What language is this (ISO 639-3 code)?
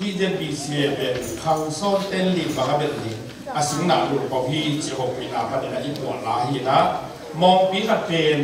ctd